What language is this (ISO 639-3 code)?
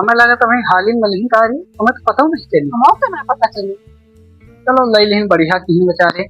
awa